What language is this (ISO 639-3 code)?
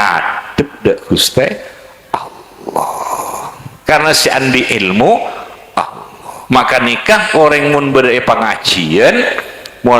mad